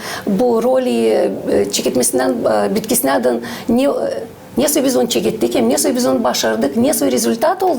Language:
Gagauz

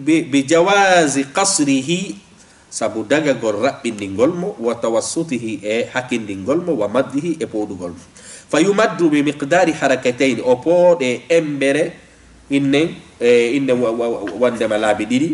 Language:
Fula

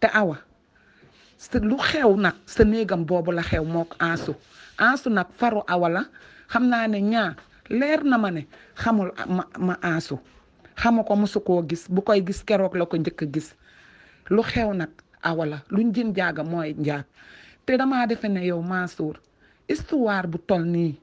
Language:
Wolof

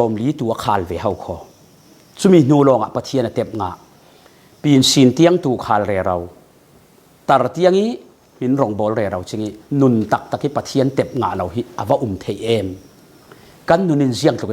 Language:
Falam Chin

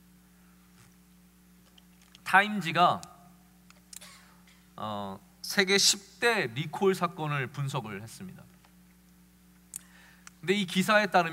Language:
Korean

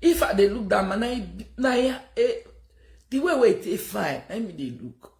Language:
Nigerian Pidgin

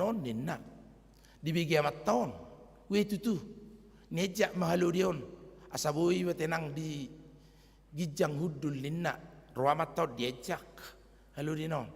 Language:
Batak Toba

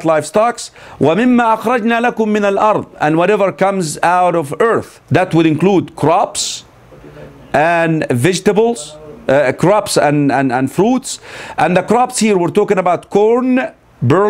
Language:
English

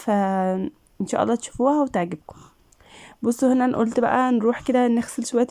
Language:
Egyptian Arabic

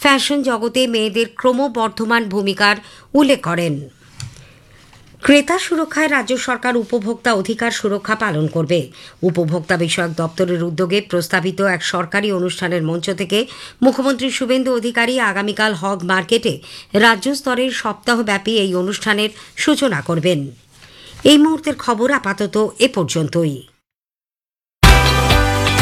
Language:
Bangla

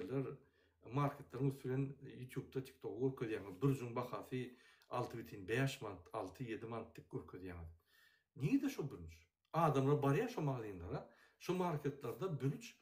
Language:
Turkmen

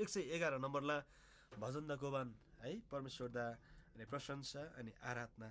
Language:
Eastern Tamang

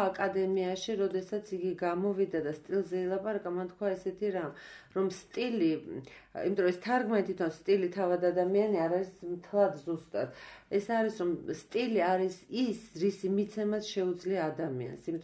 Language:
Georgian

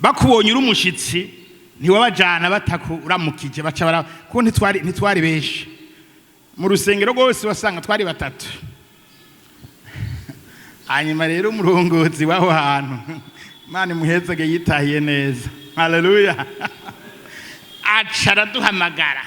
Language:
Rundi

